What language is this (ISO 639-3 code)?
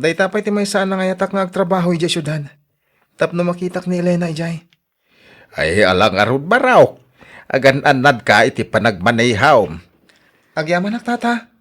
ilo